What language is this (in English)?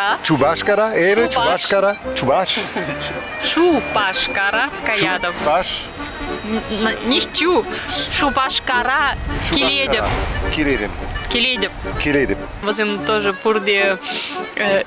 Chuvash